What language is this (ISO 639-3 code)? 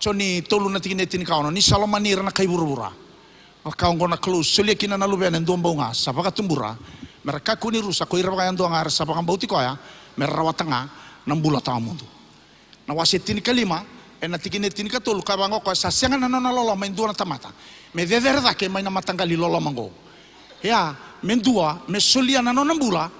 fij